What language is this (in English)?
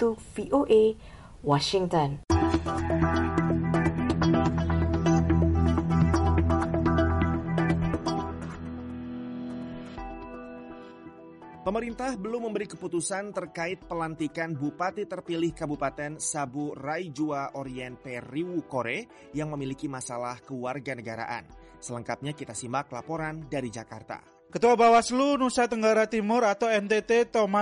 Indonesian